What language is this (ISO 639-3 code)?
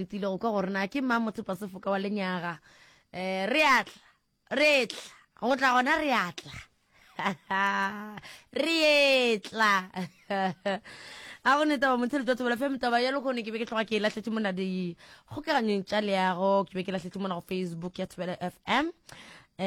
nso